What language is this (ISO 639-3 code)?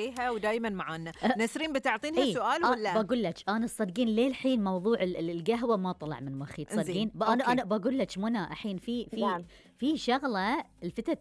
afb